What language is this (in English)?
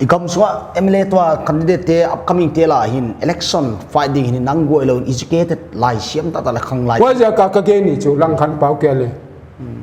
Paite Chin